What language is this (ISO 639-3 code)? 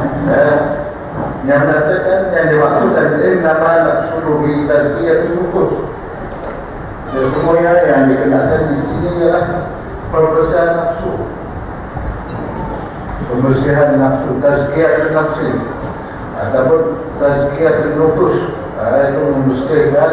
msa